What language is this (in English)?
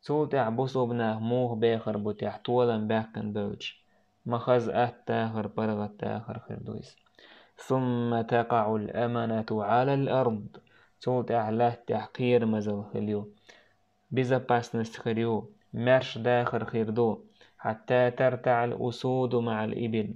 Chechen